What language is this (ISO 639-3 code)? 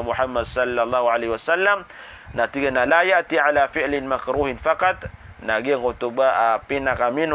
mrw